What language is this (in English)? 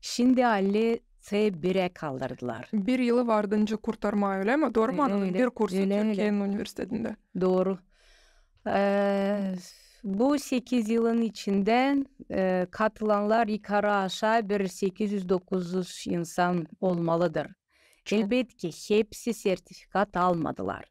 Gagauz